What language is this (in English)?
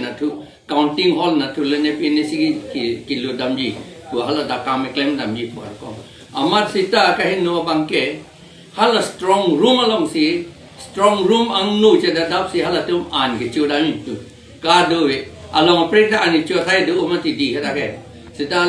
Karbi